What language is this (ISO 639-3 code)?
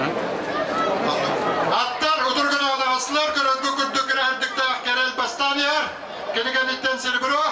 sah